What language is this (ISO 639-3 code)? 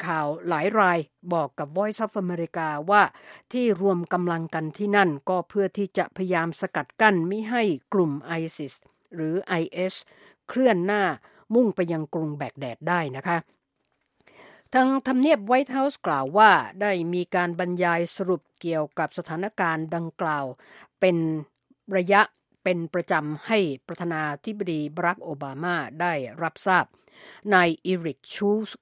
tha